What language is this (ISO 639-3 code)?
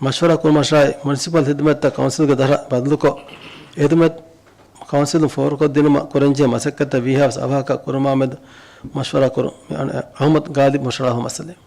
div